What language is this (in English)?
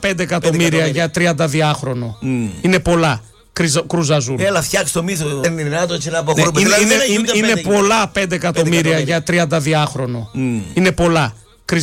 Greek